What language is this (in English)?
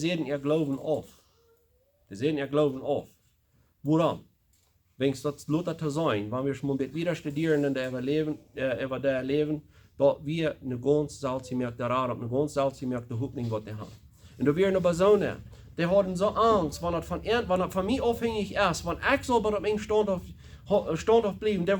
Plautdietsch